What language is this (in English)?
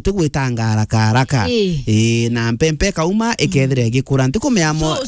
Meru